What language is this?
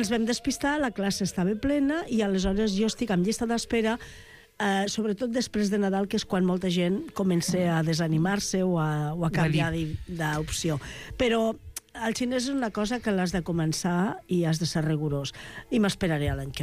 Catalan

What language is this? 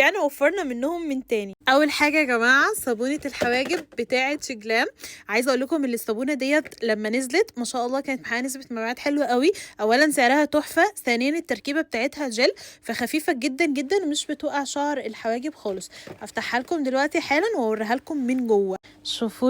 Egyptian Arabic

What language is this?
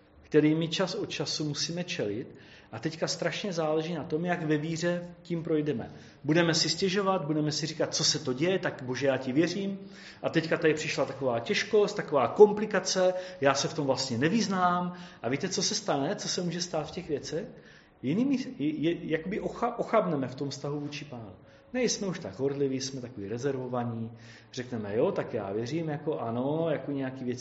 Czech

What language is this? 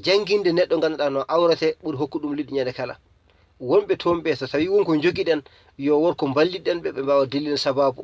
Fula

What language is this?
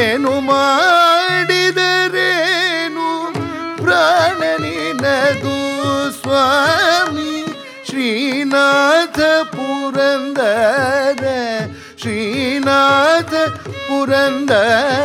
Kannada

